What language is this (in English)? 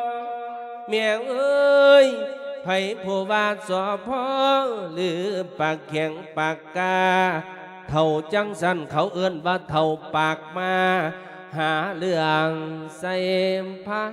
Lao